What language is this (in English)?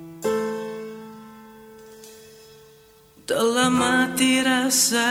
Indonesian